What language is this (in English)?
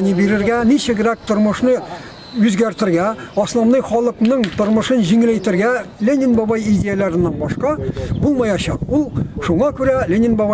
Tatar